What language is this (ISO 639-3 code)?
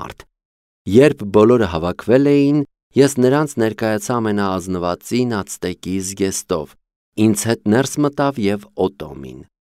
hye